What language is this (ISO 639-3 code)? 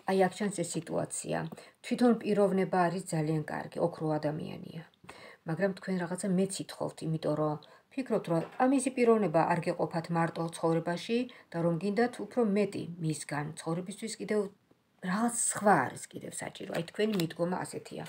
kat